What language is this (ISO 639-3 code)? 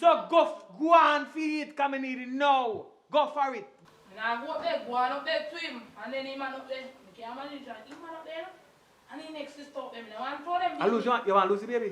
jam